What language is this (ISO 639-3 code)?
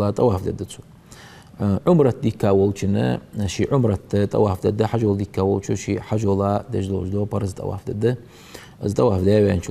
inh